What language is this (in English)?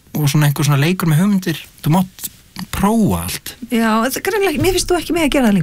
Icelandic